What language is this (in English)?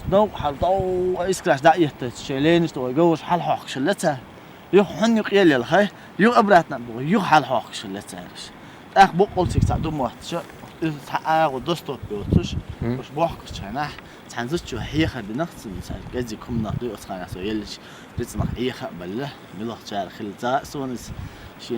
Chechen